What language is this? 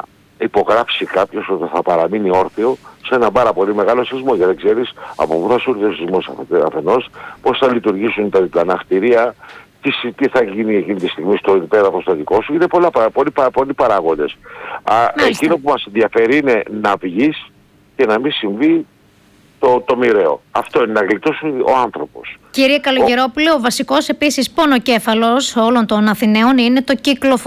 Greek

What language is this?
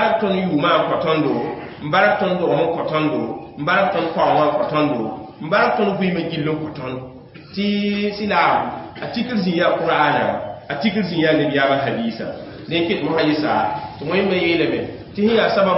Mossi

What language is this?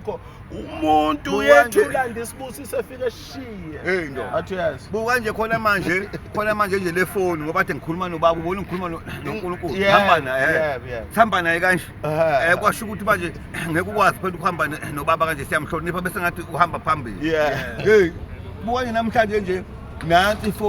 Zulu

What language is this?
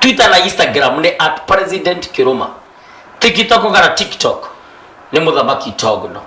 Kikuyu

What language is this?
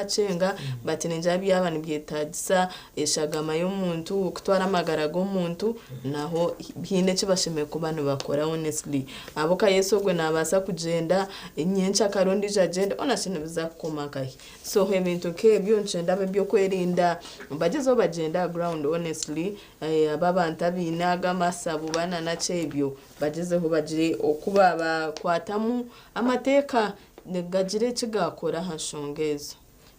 Nyankole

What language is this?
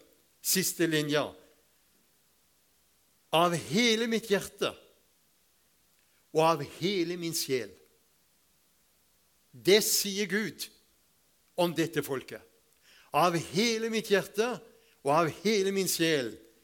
Norwegian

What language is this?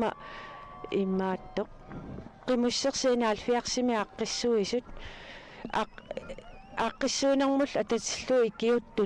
Kalaallisut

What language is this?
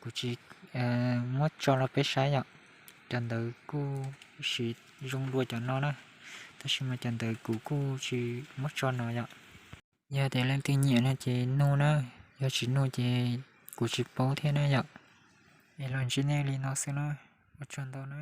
Hmong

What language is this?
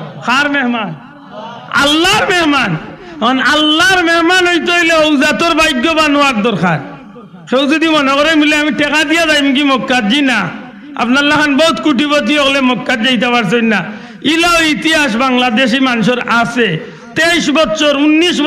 Sylheti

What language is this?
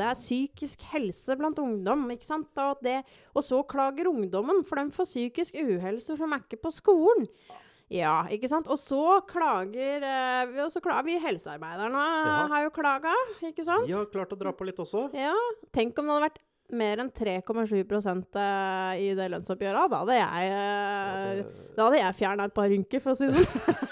Norwegian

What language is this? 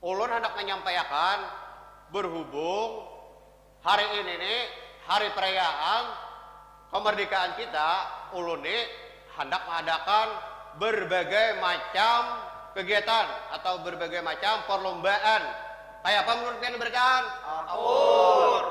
Banjar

